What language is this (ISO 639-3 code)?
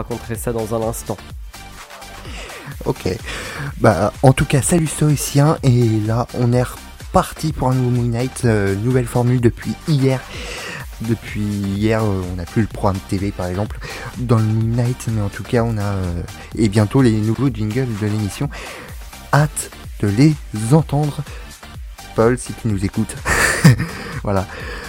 fra